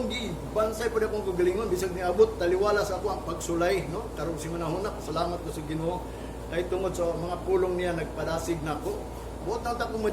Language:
Cebuano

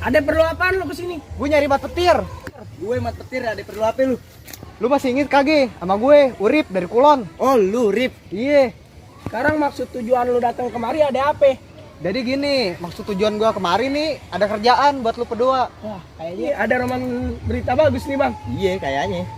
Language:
Betawi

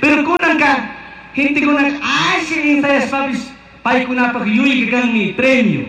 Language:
Chimborazo Highland Quichua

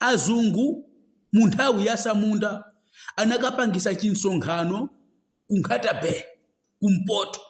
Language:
Nyanja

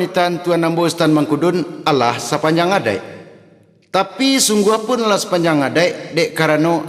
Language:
Minangkabau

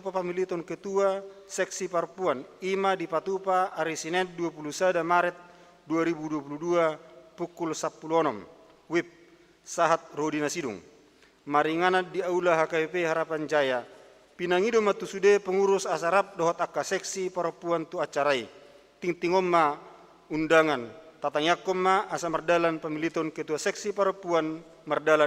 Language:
Batak Toba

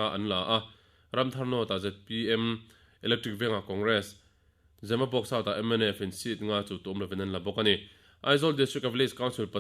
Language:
Mizo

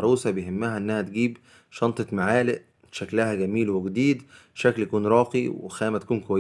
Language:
Egyptian Arabic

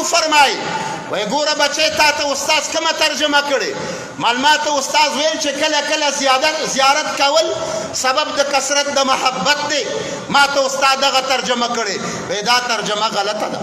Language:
Pashto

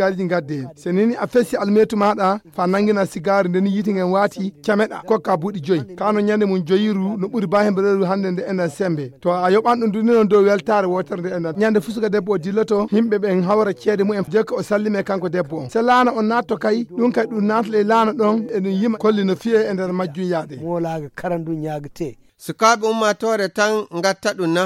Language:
Nigerian Fulfulde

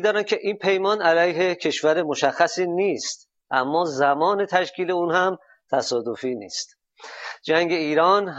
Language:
Persian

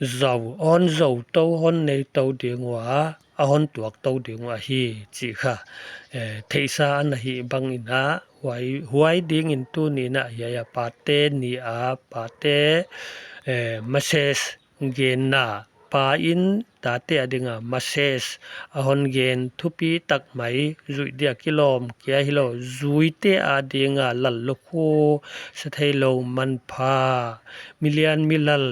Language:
Paite Chin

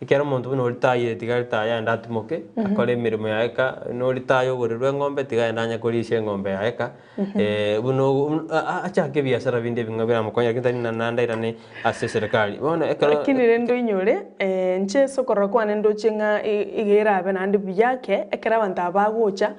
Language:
Gusii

